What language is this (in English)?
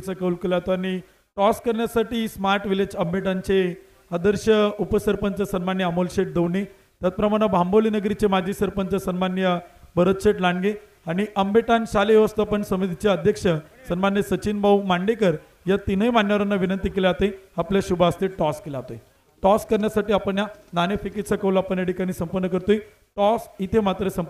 Marathi